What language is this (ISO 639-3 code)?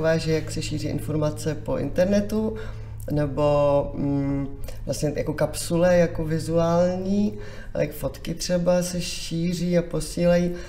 ces